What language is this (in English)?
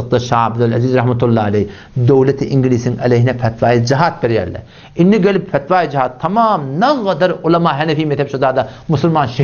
Turkmen